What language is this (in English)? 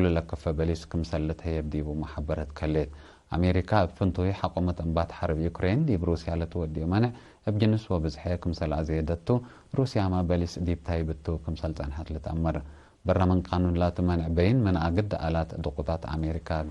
Tigre